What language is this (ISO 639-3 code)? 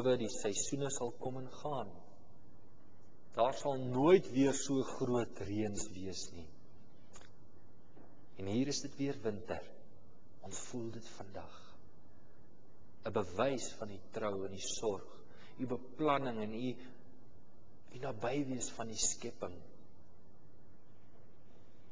afr